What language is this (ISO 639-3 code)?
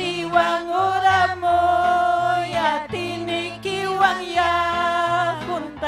quy